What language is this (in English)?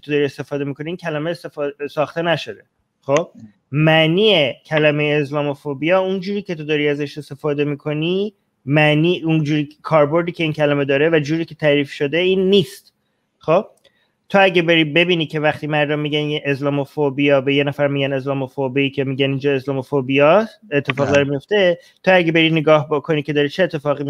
Persian